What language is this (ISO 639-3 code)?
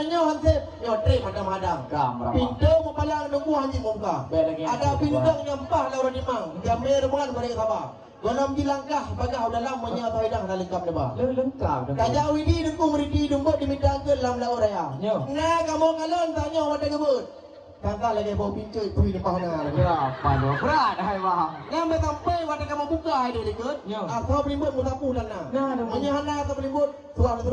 ace